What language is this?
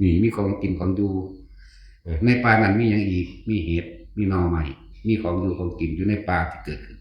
Northeastern Thai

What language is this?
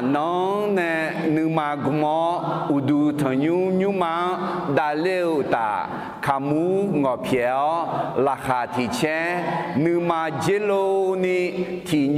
Akha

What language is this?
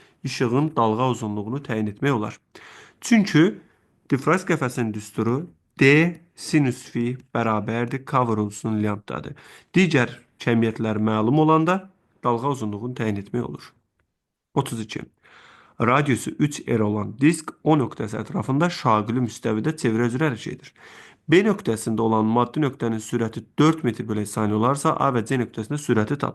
Azerbaijani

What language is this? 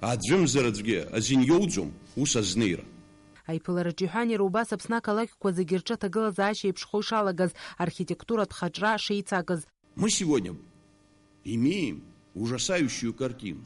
Abkhazian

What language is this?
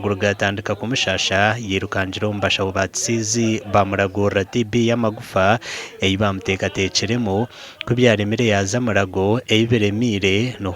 Nyankole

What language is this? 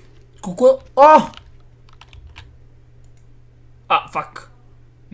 Bulgarian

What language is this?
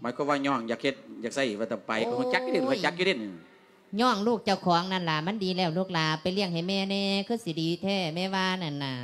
Lao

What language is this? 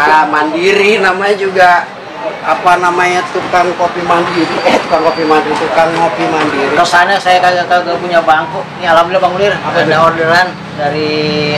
Betawi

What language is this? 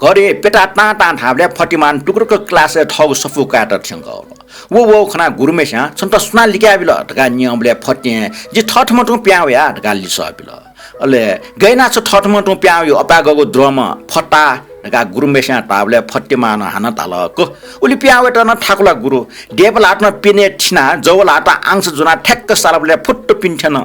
Newari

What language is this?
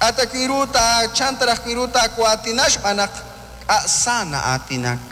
Kekchí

